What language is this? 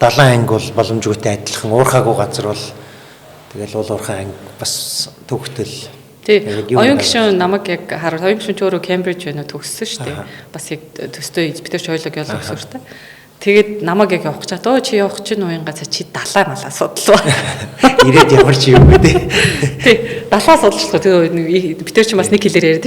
Mongolian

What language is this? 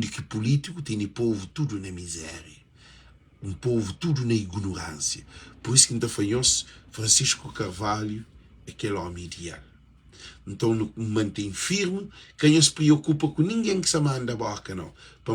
Kabuverdianu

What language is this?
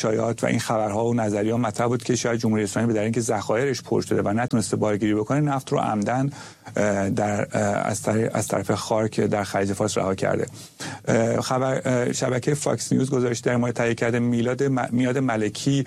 Persian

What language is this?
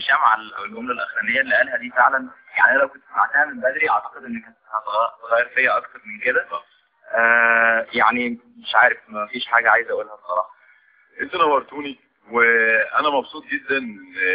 Egyptian Arabic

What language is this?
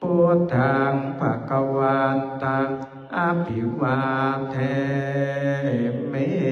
Pali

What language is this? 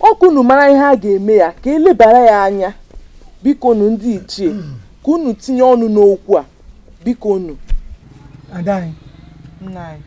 Igbo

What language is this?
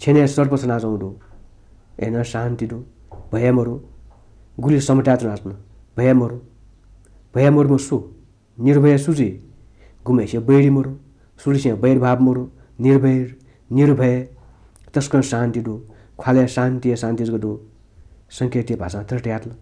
Newari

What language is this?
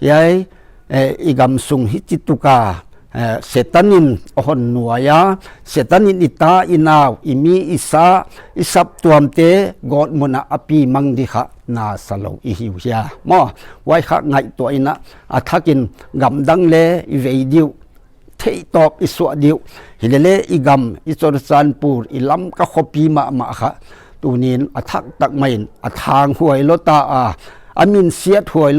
Paite Chin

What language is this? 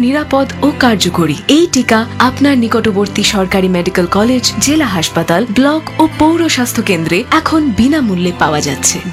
Bangla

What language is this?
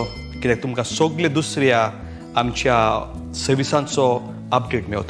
Konkani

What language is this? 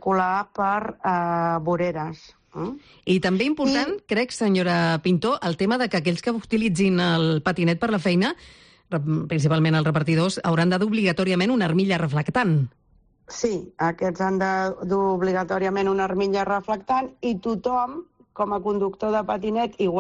Catalan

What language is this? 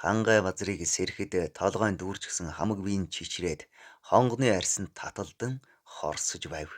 Mongolian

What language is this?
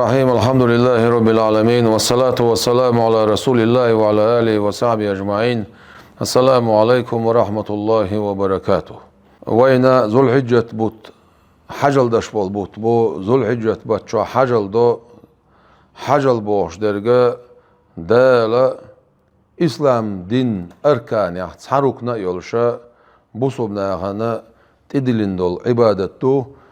Chechen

